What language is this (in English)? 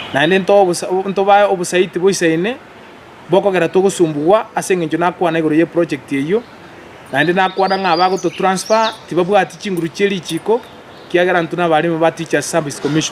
Gusii